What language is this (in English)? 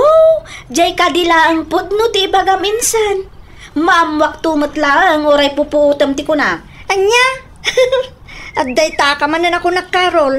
Iloko